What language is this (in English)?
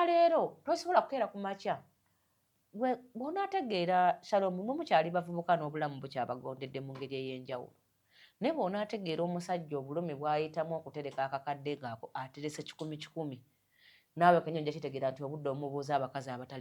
Ganda